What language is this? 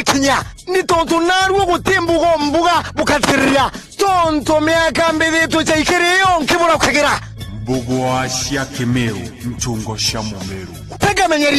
Meru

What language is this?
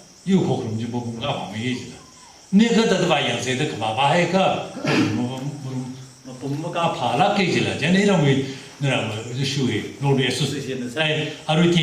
Tangkhul Naga (India)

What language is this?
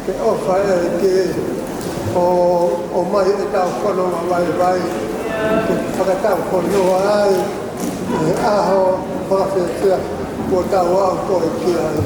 Tongan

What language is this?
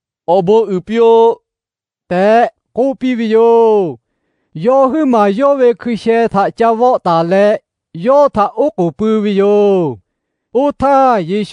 Lahu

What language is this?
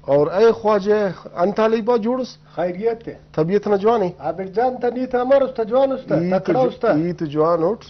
Brahui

